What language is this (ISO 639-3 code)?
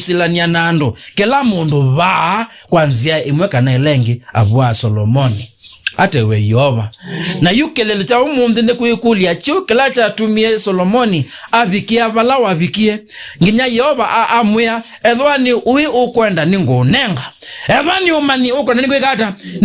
kam